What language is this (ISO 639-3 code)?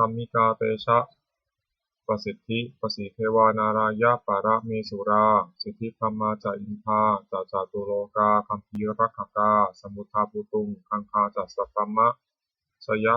pli